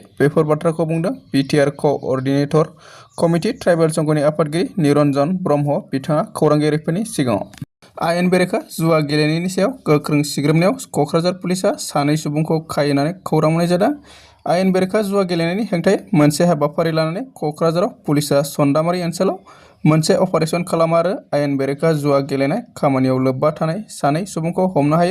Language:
Bodo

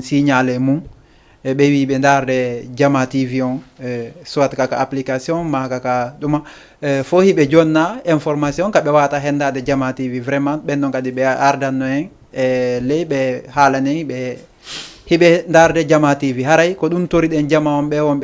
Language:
Fula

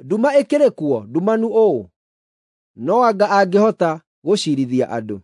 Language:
Kikuyu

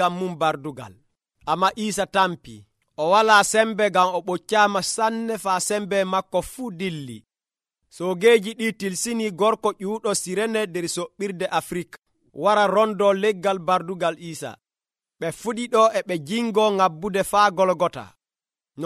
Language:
Nigerian Fulfulde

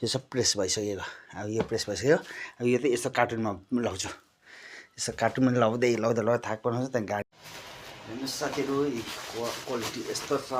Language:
Nepali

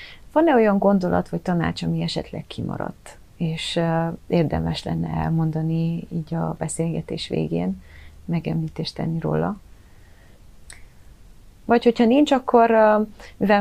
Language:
Hungarian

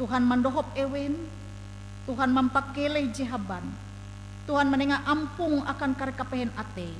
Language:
Ngaju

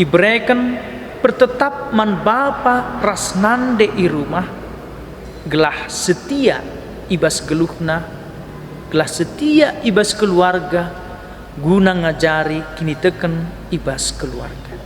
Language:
Batak Karo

